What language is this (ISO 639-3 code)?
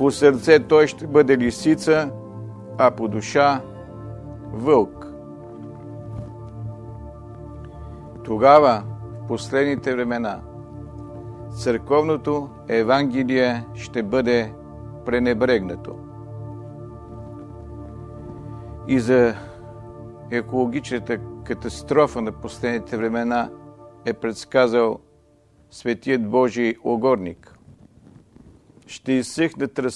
bul